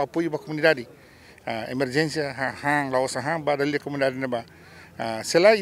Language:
Tetum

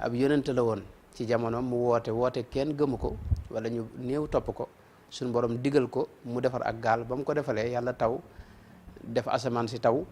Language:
Wolof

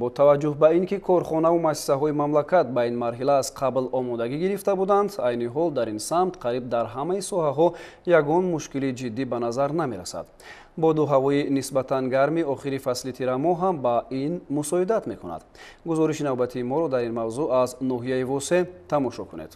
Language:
Tajik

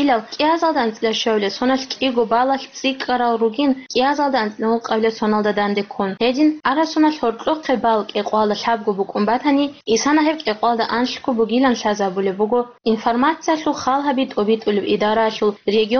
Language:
Avaric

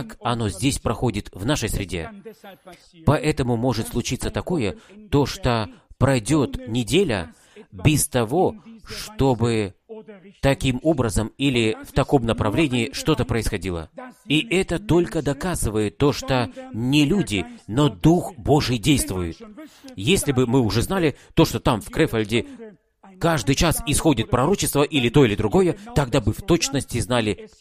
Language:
Russian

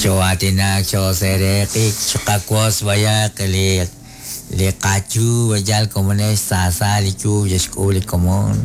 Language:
Kekchí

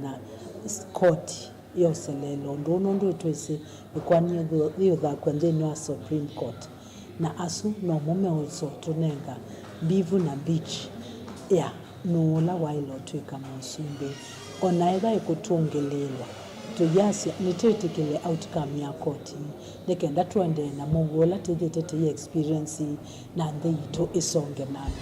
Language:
Kamba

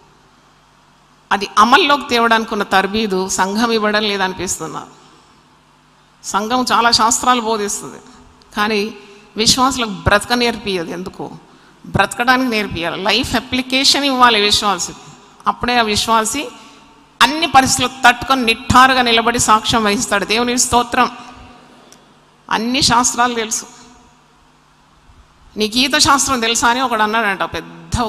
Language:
Telugu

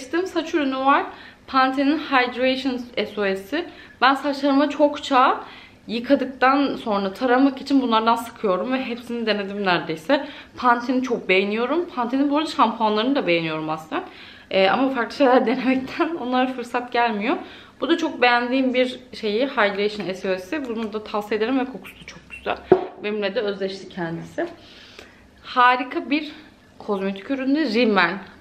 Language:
Turkish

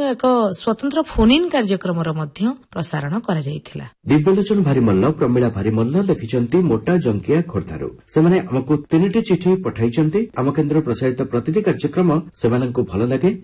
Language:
Odia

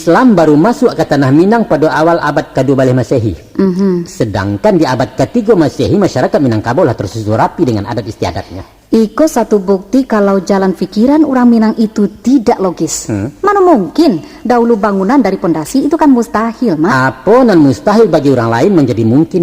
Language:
Minangkabau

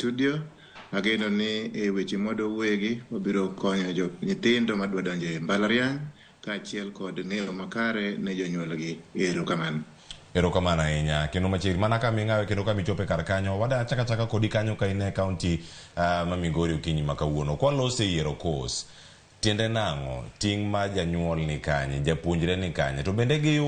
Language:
Luo (Kenya and Tanzania)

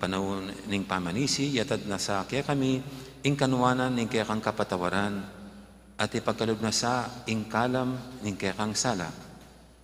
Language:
Pampanga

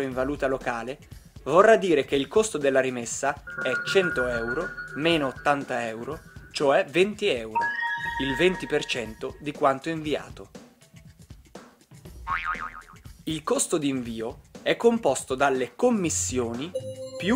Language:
Italian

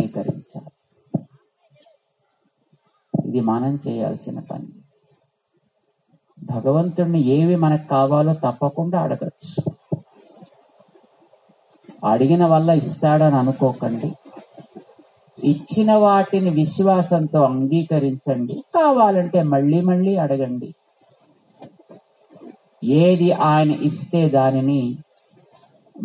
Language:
Telugu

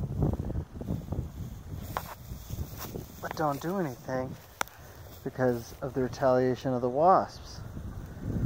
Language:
English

